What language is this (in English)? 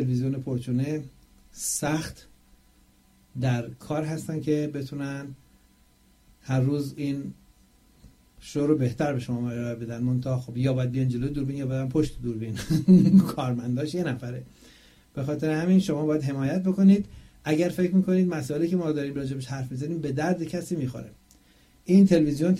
Persian